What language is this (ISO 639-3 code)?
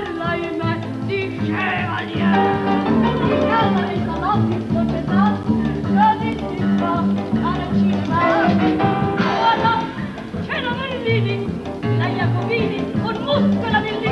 ita